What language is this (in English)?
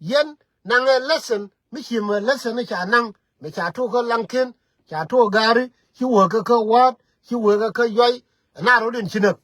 Nuer